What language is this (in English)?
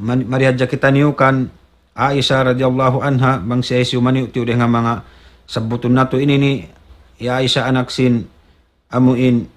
Tausug